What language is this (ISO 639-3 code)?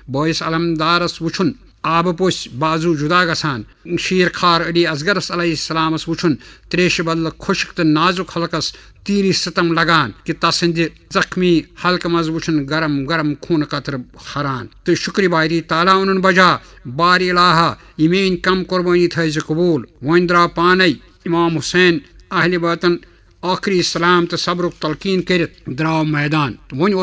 kas